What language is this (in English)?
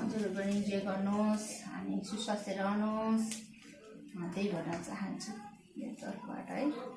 Nepali